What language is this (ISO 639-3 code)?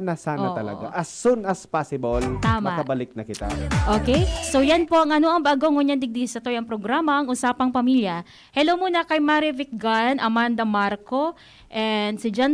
bik